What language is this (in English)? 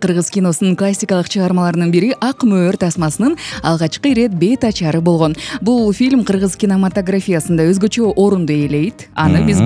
Kyrgyz